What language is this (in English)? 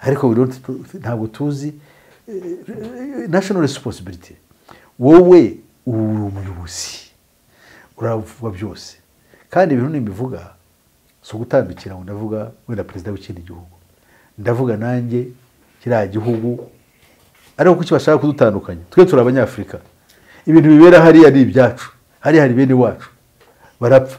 Kinyarwanda